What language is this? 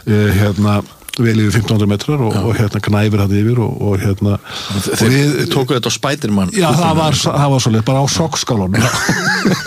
Icelandic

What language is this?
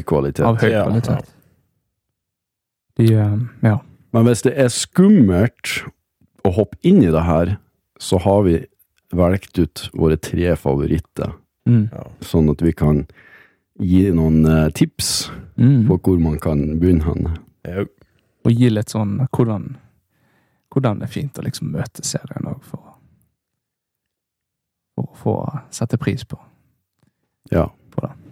Norwegian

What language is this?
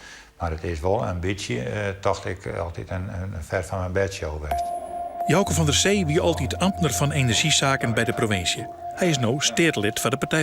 Western Frisian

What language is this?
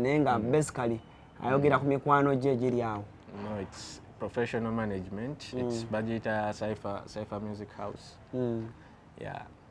Ganda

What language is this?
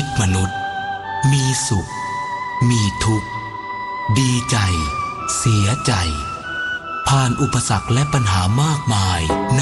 Thai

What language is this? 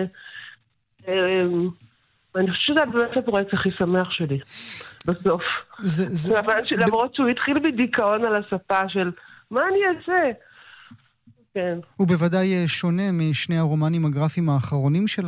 Hebrew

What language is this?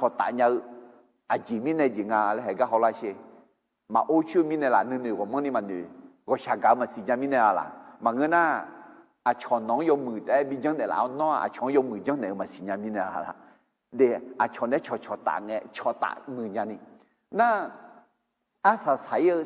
Akha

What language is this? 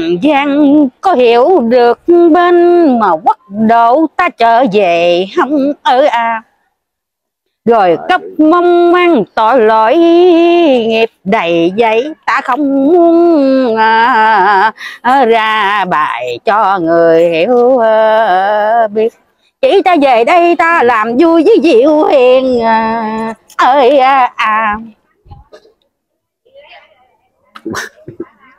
Vietnamese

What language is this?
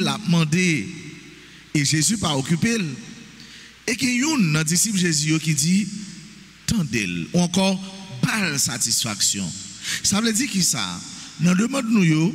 French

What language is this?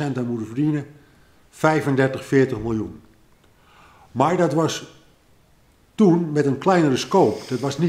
Dutch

